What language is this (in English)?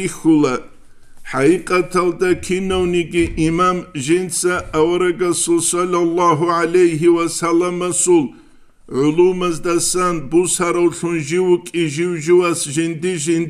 Avaric